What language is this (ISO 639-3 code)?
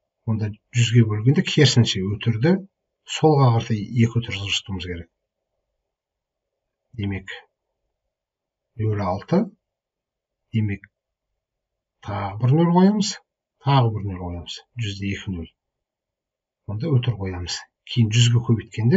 kaz